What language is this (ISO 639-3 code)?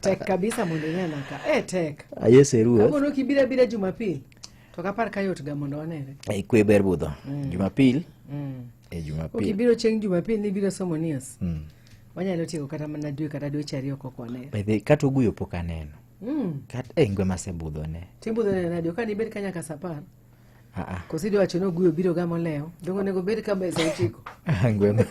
luo